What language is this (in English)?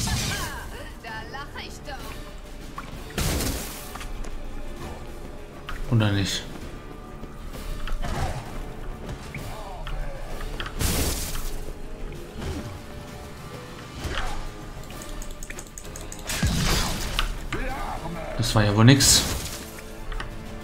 German